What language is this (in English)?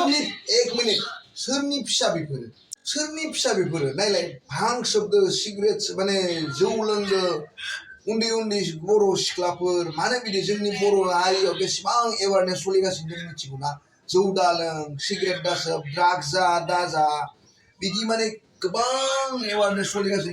Bodo